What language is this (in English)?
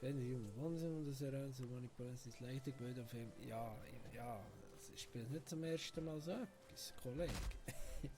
Swiss German